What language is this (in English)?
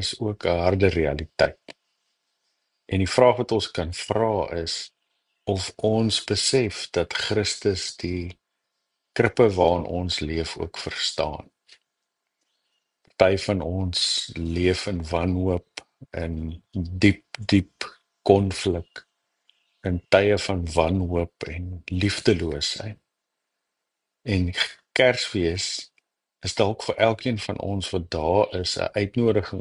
Afrikaans